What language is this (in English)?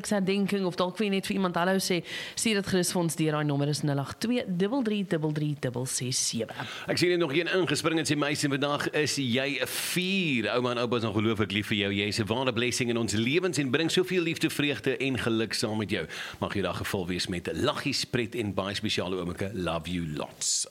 Afrikaans